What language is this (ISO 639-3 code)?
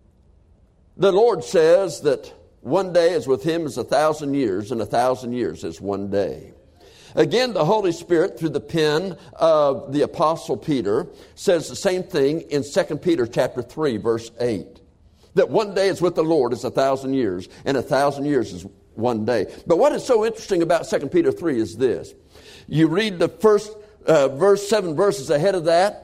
eng